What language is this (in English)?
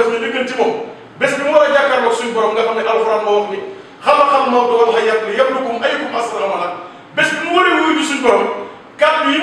Wolof